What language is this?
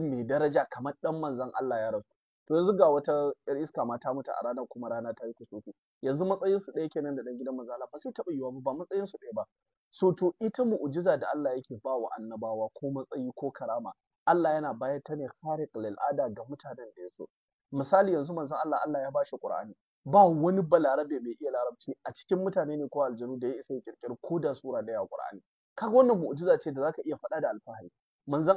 Hausa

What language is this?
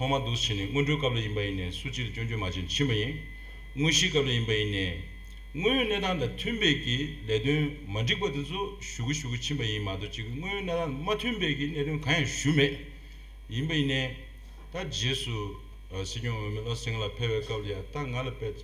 Tibetan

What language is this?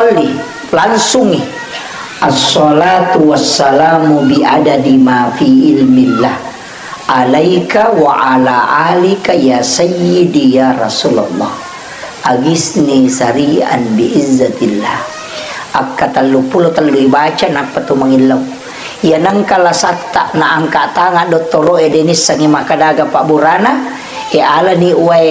Buginese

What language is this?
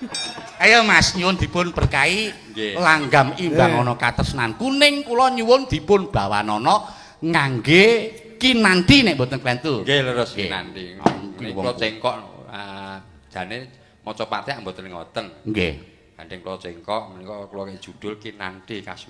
Javanese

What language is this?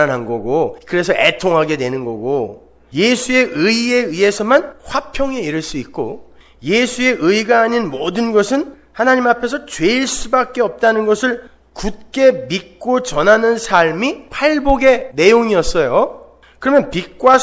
Korean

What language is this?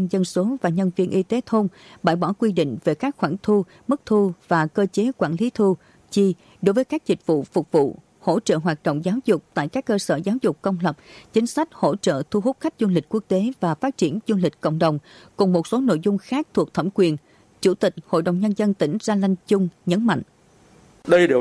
Vietnamese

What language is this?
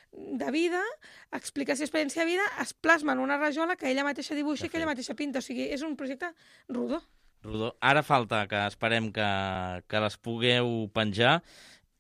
Catalan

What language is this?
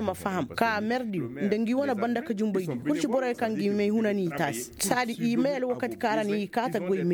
Koyraboro Senni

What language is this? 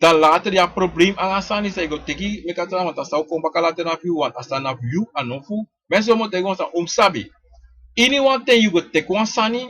Sranan Tongo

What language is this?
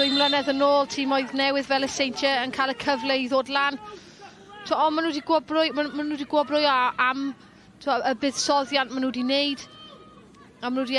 Welsh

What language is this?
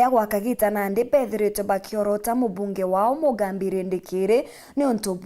Meru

